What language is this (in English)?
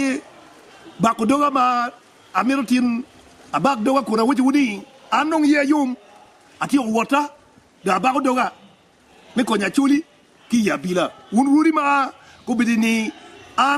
Acoli